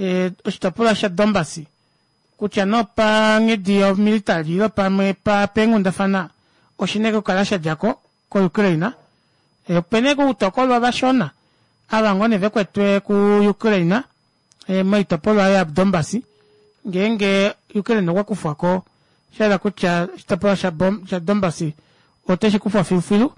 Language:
Kuanyama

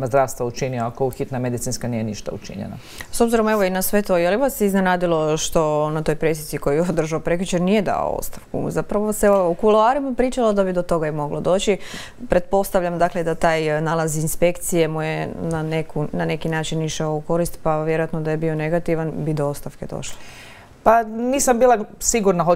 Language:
Croatian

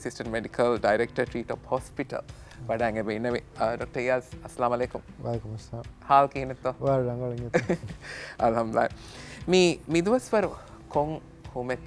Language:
Divehi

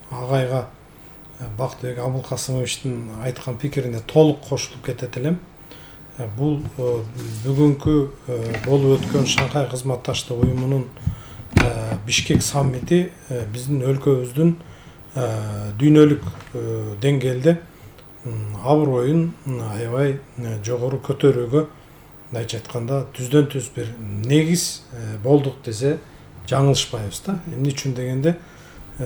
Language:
Kyrgyz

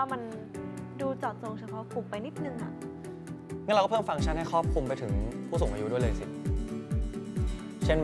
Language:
Thai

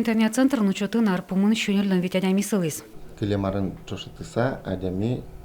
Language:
Udmurt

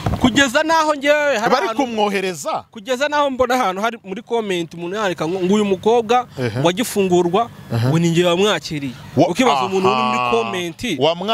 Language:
Kinyarwanda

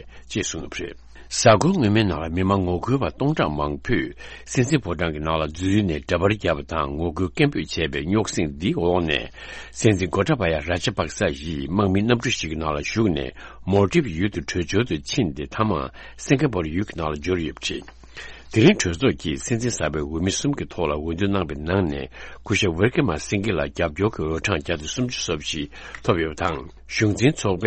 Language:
Tibetan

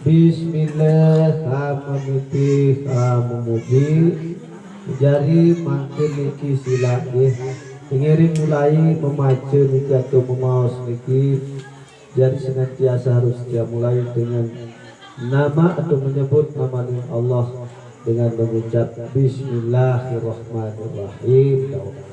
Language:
Sasak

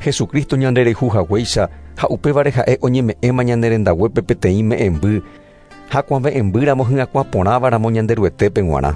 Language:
Guarani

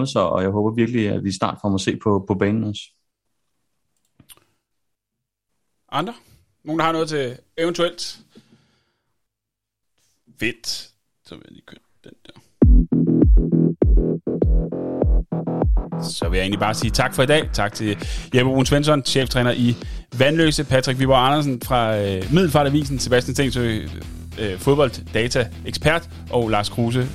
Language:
Danish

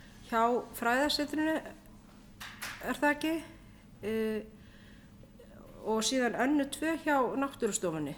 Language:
Icelandic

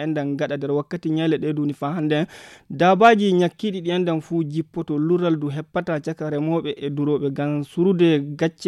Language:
Fula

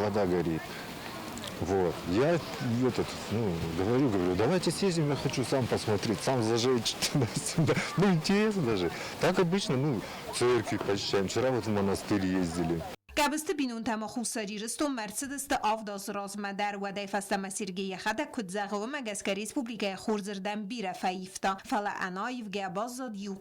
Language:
Ossetic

